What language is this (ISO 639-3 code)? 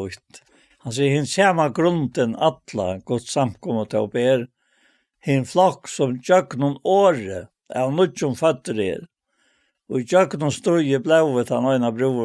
fao